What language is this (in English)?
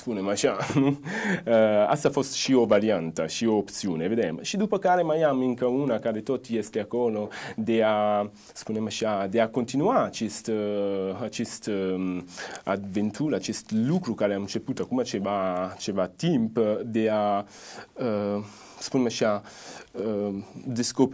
Romanian